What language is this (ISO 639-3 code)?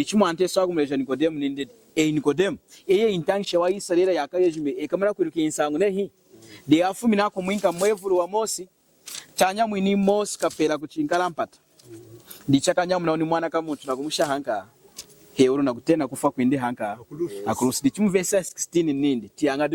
lun